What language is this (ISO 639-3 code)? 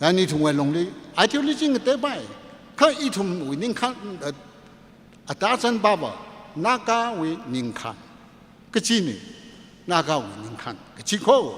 nmf